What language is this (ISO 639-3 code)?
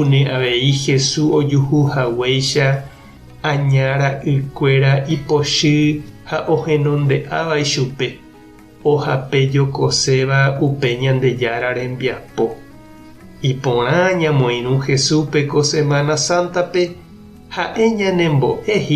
grn